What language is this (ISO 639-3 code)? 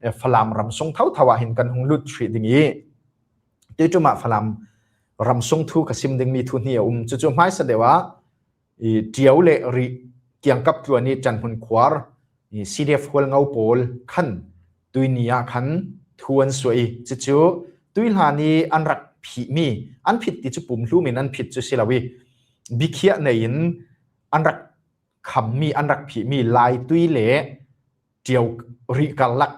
cfm